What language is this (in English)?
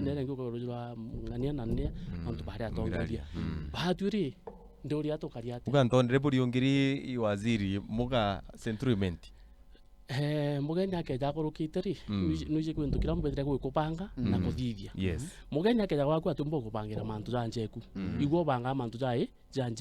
Meru